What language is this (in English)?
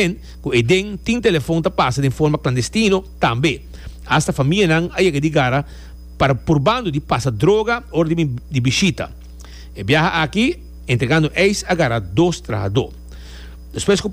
Papiamento